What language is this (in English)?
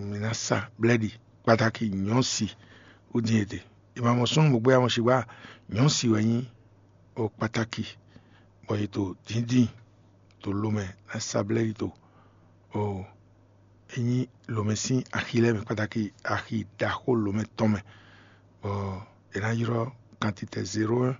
Fon